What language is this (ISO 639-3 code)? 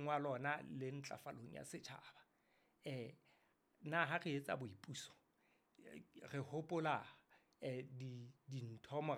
sot